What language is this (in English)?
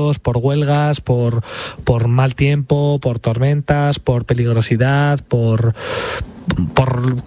Spanish